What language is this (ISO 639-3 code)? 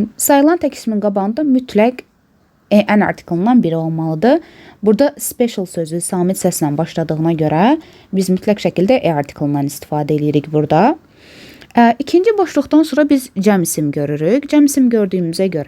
aze